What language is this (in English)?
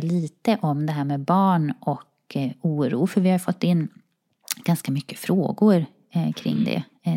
Swedish